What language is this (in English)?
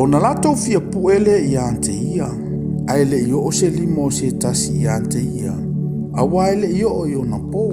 Samoan